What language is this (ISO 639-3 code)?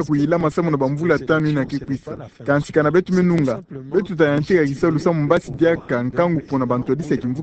ktu